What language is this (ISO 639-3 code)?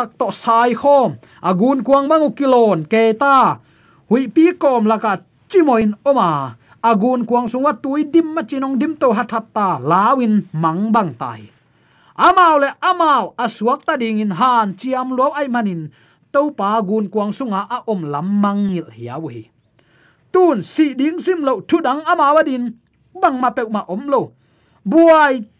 ctd